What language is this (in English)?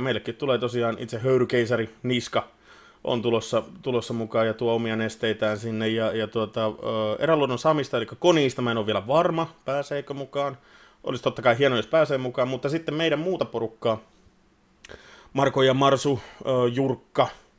Finnish